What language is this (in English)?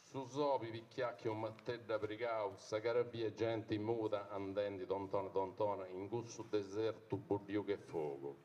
Sardinian